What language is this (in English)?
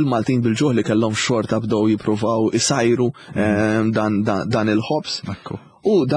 Maltese